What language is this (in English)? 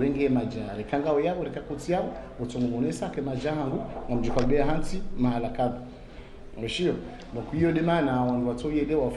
Ngazidja Comorian